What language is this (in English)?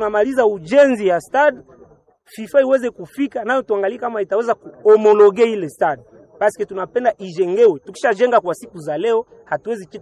Swahili